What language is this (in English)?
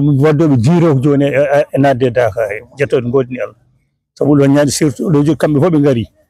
Fula